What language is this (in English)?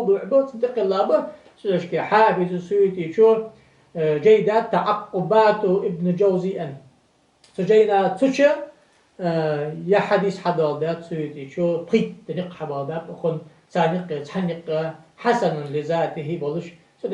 Ingush